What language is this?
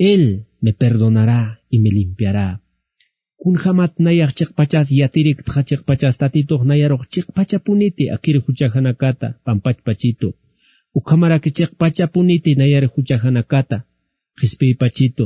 Aymara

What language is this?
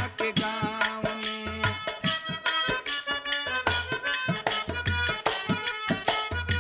Bhojpuri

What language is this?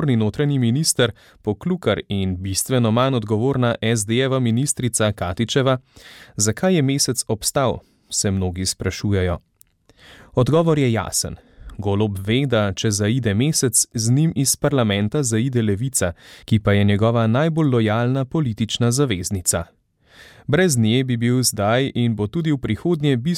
Slovenian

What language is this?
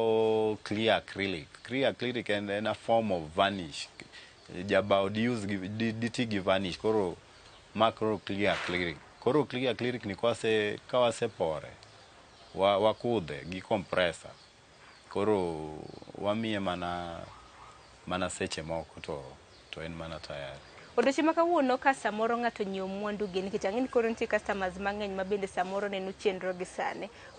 Luo (Kenya and Tanzania)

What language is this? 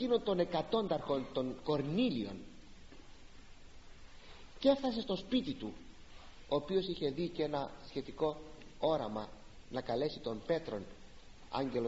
Greek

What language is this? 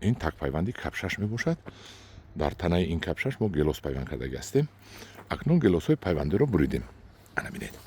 Tajik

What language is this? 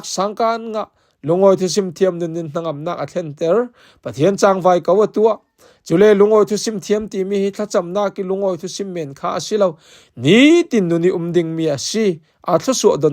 Falam Chin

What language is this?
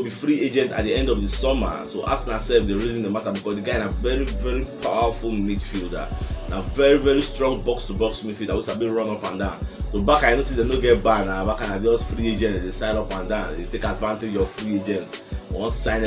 Nigerian Pidgin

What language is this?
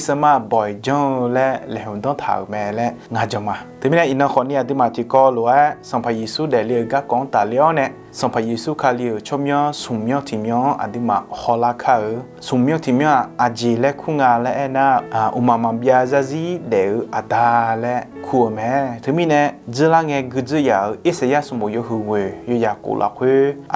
Akha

